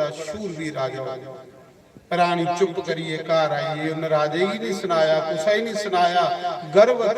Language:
Dogri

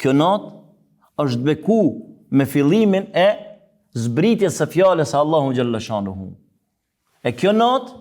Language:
Albanian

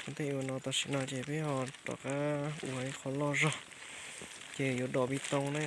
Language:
Hmong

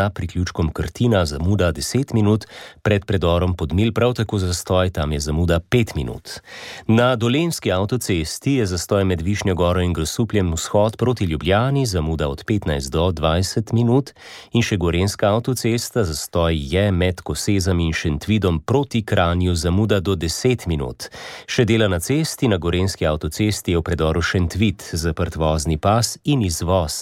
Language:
Slovenian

